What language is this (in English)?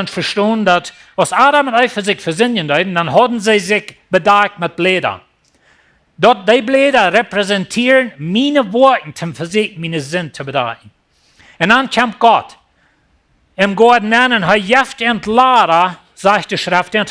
Plautdietsch